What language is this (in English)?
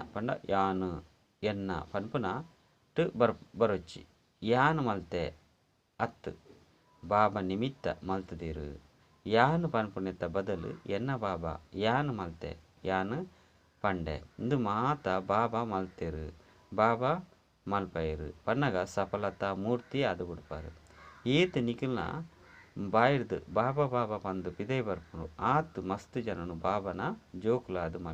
Tulu